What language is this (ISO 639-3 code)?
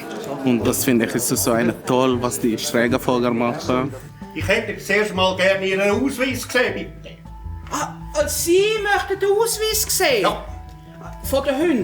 gsw